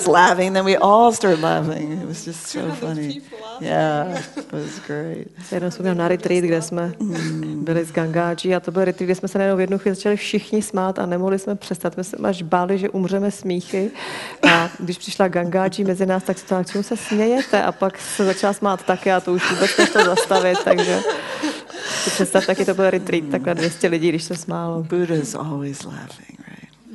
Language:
Czech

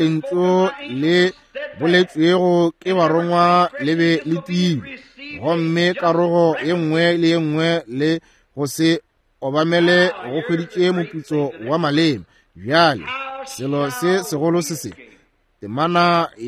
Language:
Northern Sotho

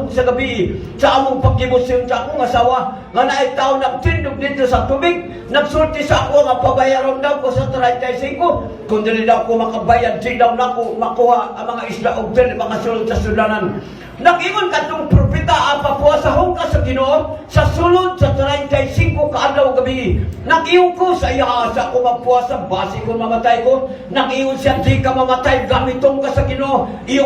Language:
Cebuano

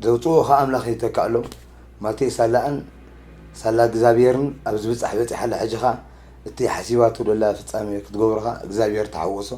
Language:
Tigrinya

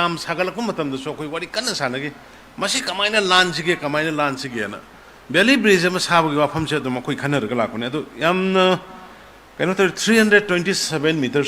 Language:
Manipuri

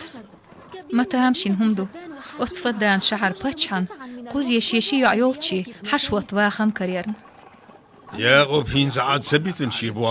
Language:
Chechen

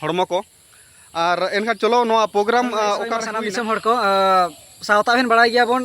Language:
Santali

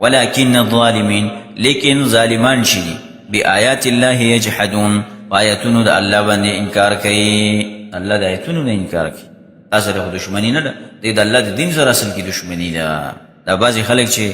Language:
Pashto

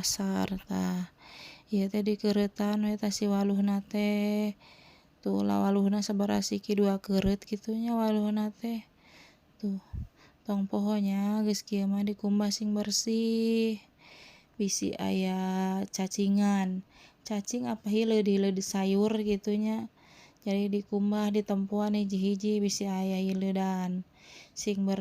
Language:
Sundanese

